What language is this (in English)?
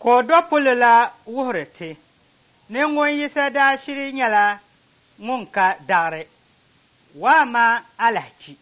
Dagbani